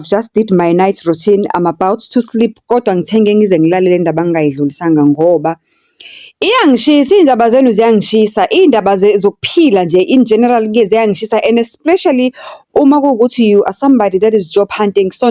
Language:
Zulu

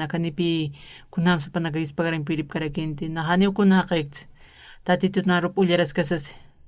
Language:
Aymara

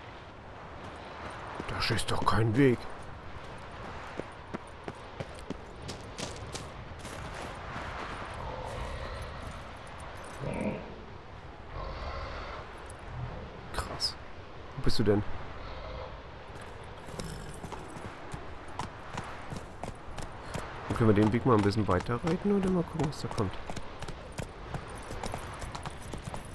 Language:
German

